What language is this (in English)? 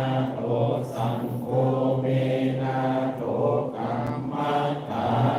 Pali